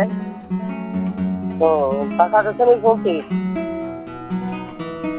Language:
Bangla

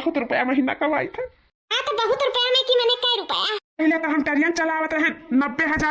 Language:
Awadhi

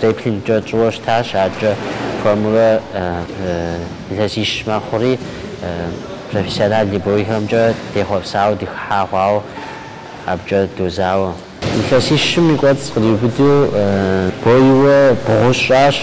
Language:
Kabardian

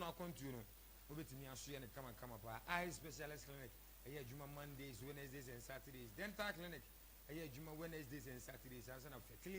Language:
Akan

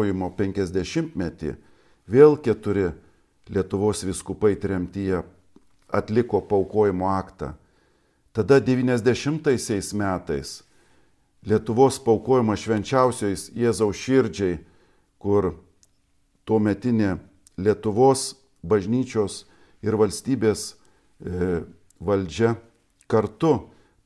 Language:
Lithuanian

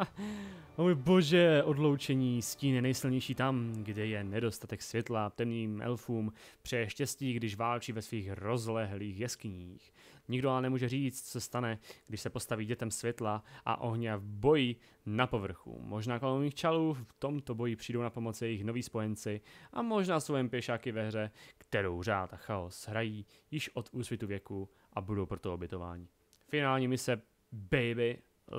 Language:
Czech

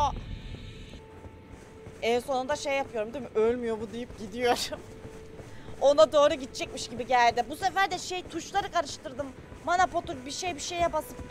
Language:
Turkish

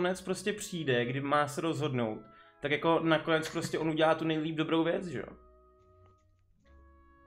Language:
Czech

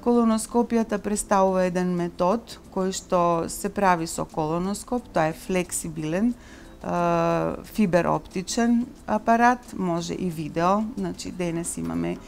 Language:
Macedonian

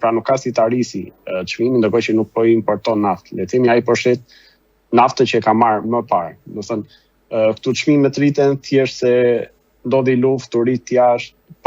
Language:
Albanian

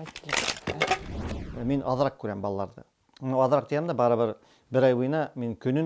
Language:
Bashkir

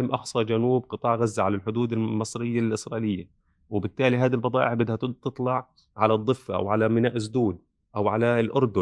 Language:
North Levantine Arabic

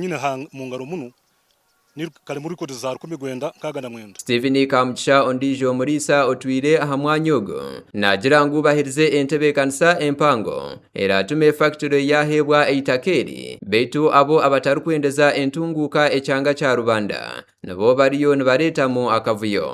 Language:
Nyankole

